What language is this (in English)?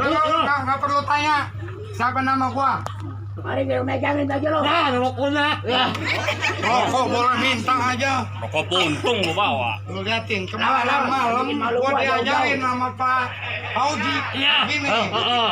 Betawi